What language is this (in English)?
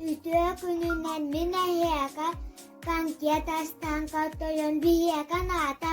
Yakut